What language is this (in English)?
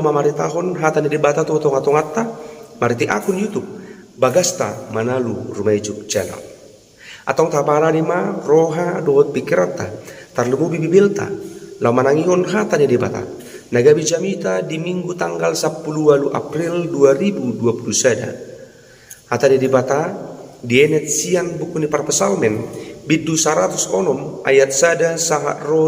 Batak Toba